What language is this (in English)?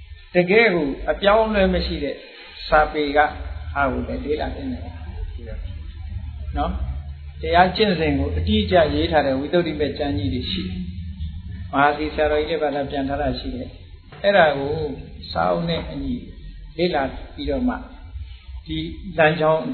Burmese